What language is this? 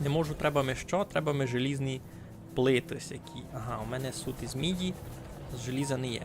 Rusyn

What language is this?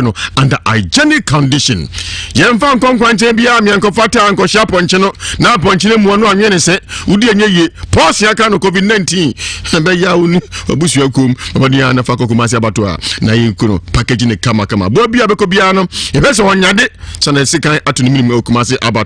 Akan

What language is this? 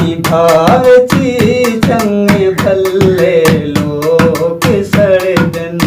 Saraiki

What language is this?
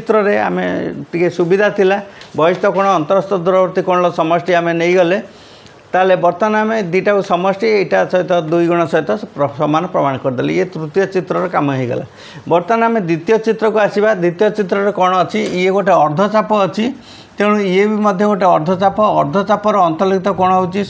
Odia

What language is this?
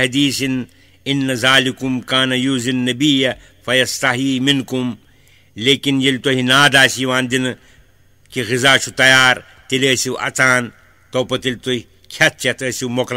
Kashmiri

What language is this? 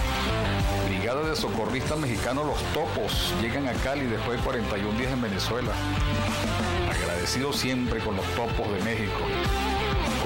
Spanish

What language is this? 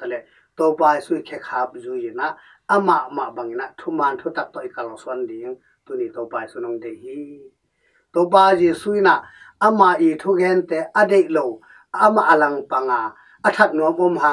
Tedim Chin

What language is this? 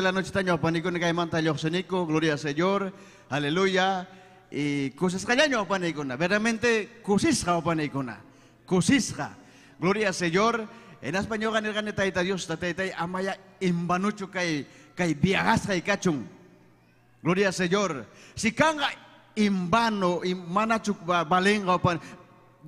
Ayacucho Quechua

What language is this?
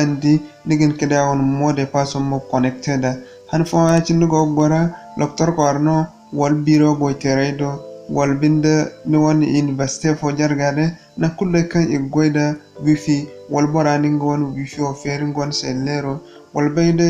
Zarma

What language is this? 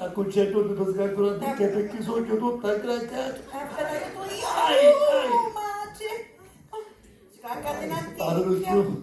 Sicilian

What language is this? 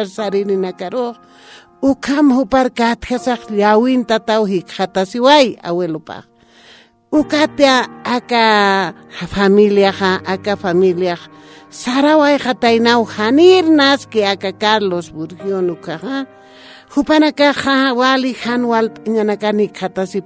Aymara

